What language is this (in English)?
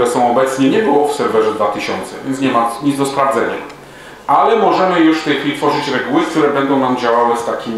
Polish